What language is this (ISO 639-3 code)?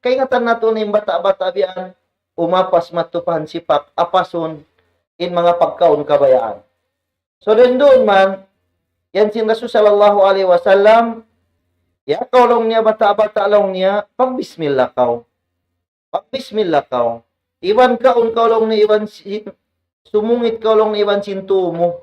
tsg